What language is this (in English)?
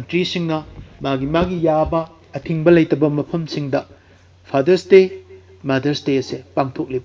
Manipuri